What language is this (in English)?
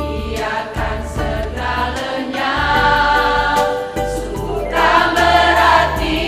Nias